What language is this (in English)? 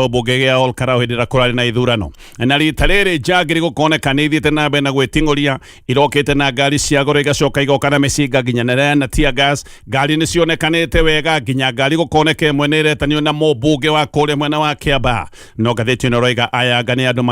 Kikuyu